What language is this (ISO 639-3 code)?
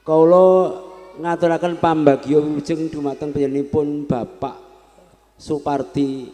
jav